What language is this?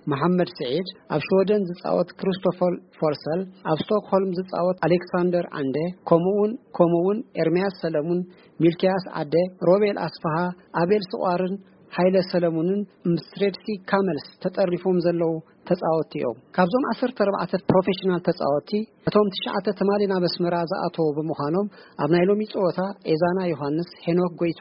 Tigrinya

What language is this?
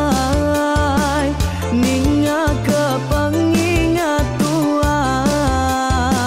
Iban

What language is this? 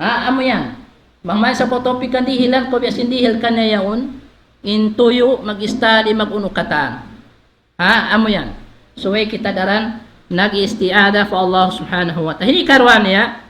Tausug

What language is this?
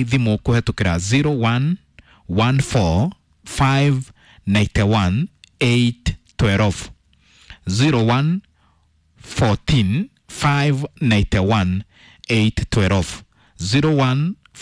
Kikuyu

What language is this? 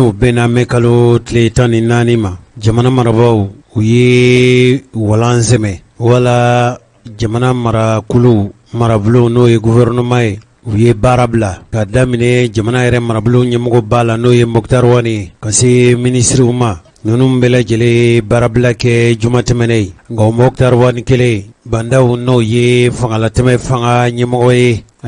Bambara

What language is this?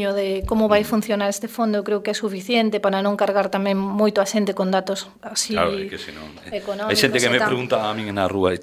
Galician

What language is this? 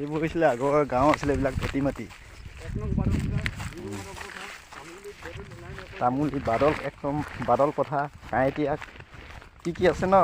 Assamese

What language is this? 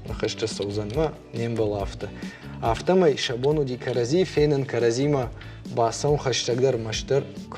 Ossetic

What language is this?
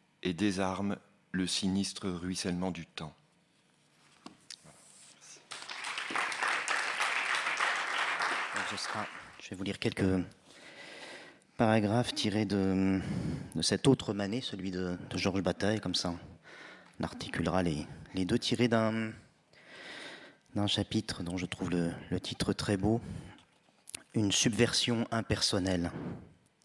French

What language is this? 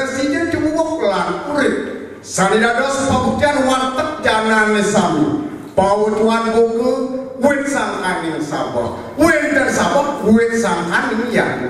Balinese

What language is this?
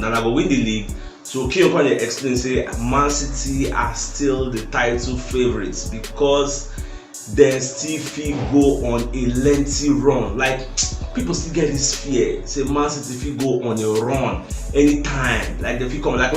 Nigerian Pidgin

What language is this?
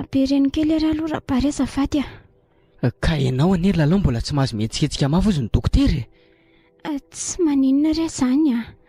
Malagasy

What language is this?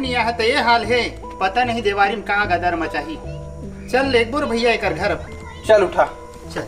Chhattisgarhi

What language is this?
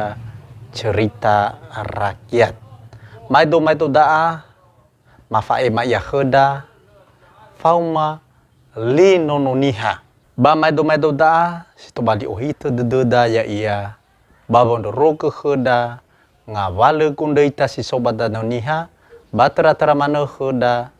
Nias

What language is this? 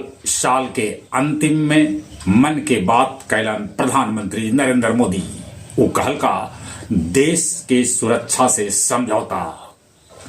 Magahi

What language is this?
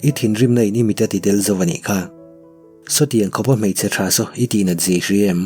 Mizo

